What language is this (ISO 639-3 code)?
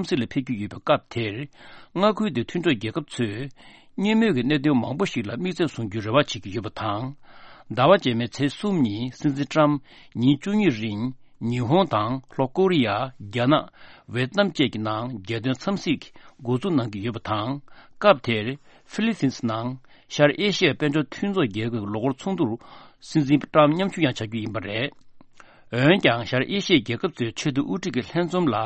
bod